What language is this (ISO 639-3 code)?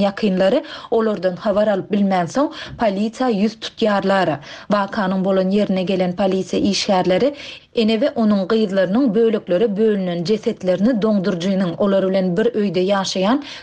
tuk